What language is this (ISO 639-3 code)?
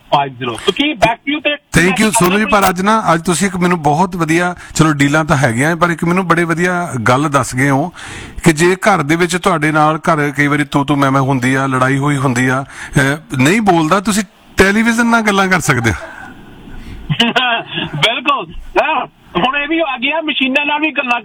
pan